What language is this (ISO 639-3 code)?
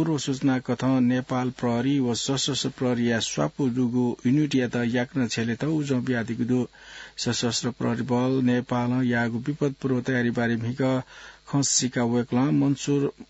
new